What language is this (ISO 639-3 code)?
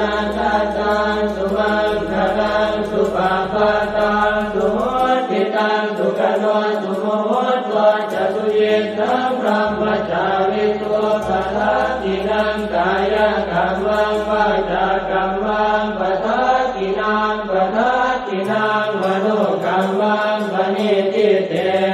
pli